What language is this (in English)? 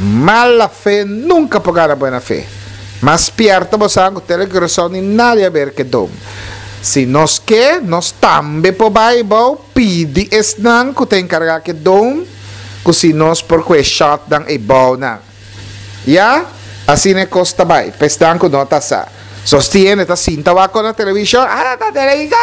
Papiamento